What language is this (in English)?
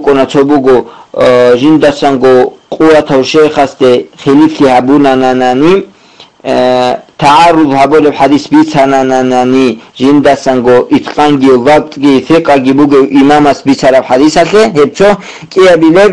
Avaric